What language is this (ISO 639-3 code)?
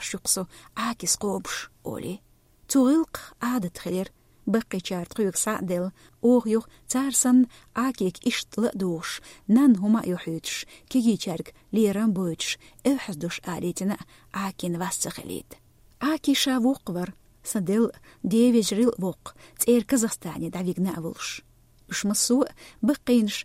che